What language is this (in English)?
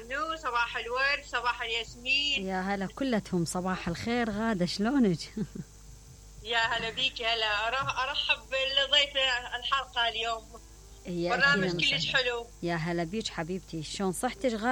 Mesopotamian Arabic